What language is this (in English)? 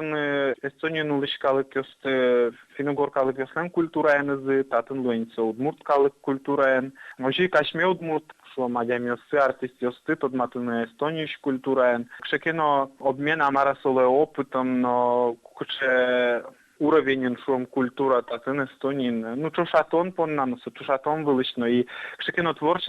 Udmurt